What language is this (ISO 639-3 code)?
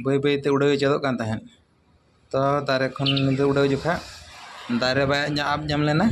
sat